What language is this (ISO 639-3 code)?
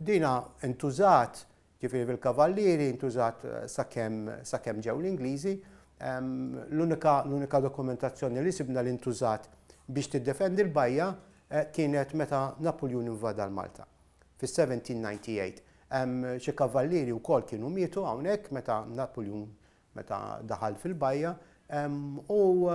mlt